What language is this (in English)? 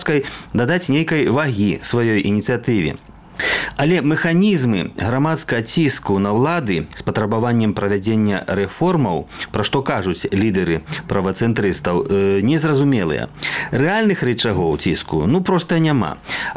Belarusian